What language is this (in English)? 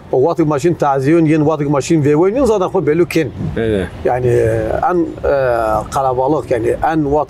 Zaza